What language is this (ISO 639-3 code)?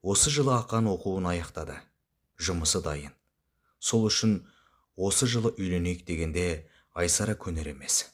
kaz